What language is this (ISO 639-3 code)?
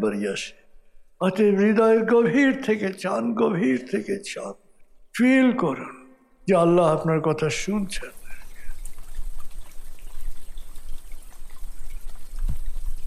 ben